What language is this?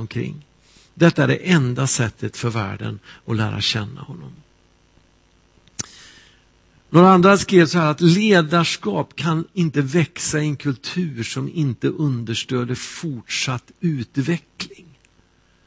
Swedish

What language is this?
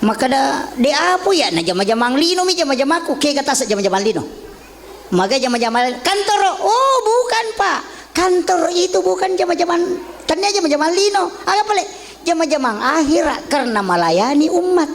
Buginese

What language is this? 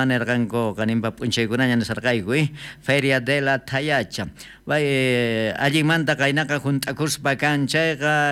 South Bolivian Quechua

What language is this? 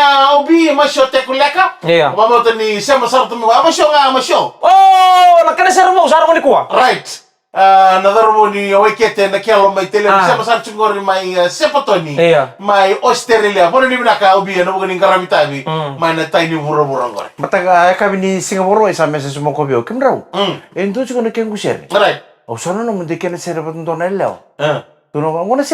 Fijian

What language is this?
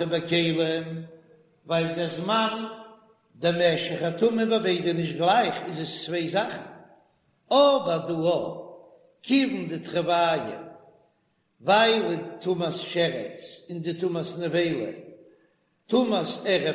Yiddish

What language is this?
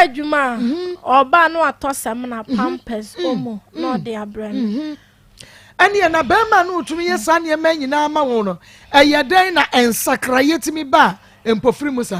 Akan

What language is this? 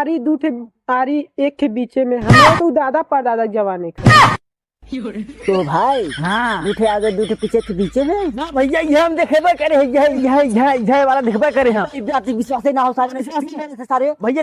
Awadhi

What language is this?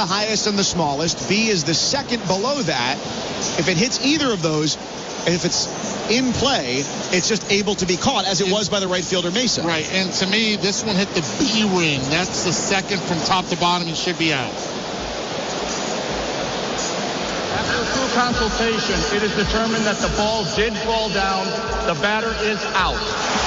English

